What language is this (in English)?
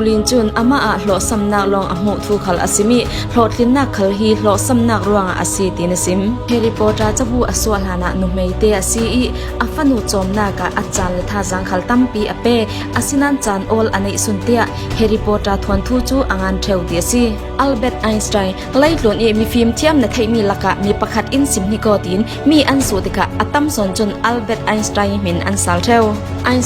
Falam Chin